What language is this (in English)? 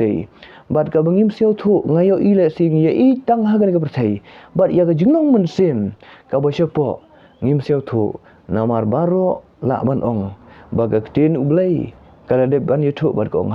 Khasi